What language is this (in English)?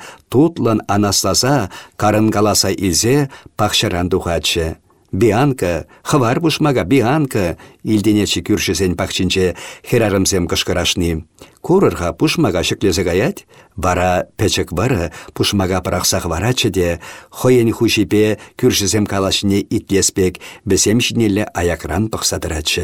Chuvash